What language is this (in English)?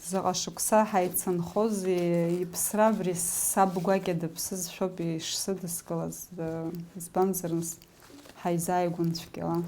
Abkhazian